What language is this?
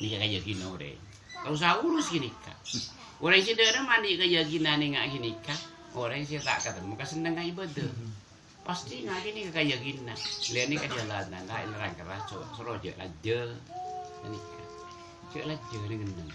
Madurese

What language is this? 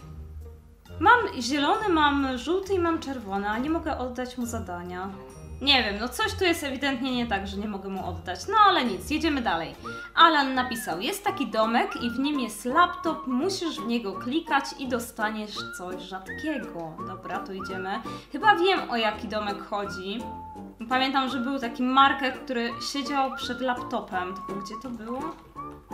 Polish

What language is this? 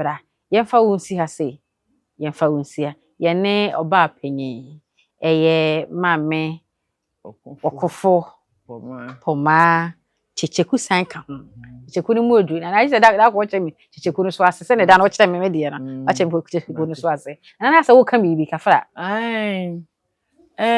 Akan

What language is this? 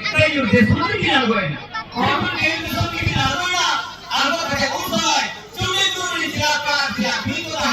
Santali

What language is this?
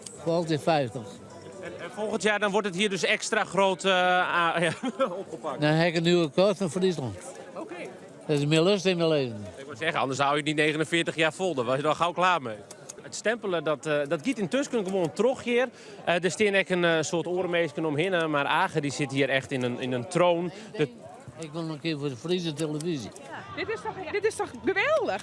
Western Frisian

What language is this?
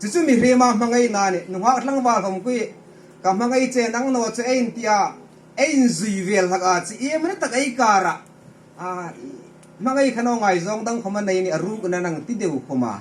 Hmar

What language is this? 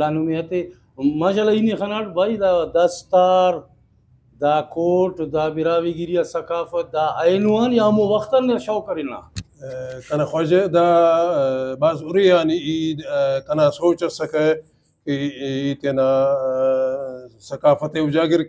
Brahui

